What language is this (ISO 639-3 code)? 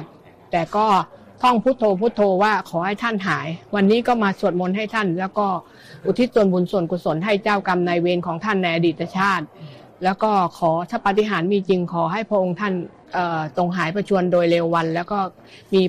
tha